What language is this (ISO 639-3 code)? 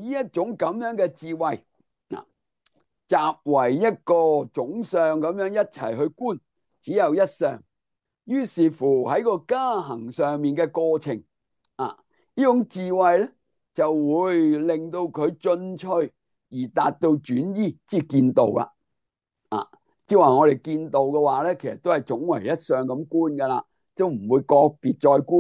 yue